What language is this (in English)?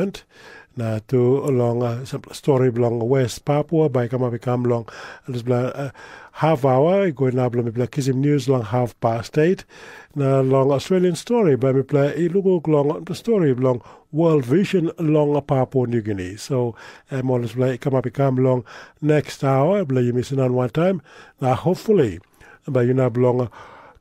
Tok Pisin